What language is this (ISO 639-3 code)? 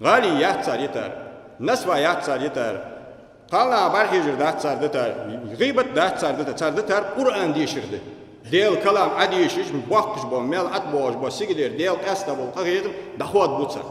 inh